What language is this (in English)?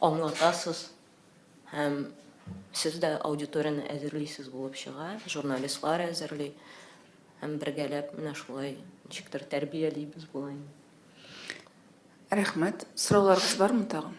Tatar